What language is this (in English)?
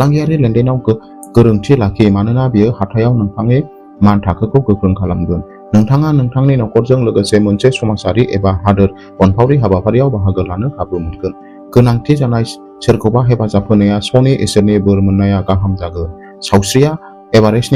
Bodo